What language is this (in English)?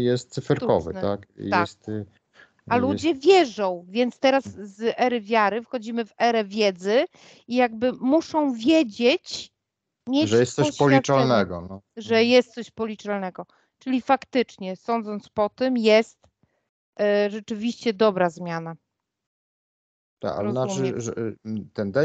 Polish